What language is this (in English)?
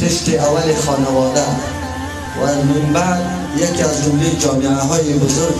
Persian